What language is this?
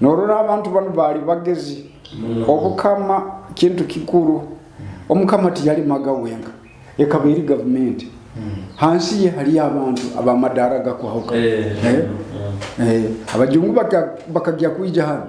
Nyoro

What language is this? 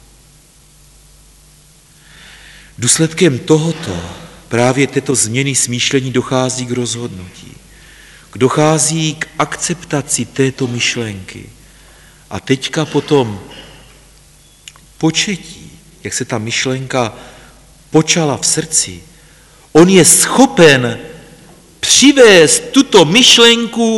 Czech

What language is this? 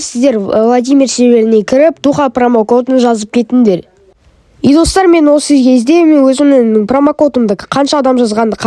Kazakh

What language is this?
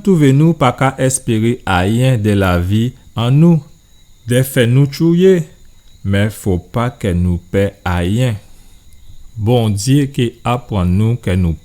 Guadeloupean Creole French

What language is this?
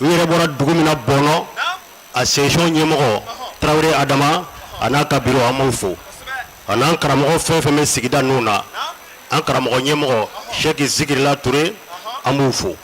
Bambara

